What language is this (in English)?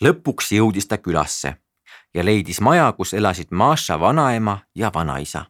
Estonian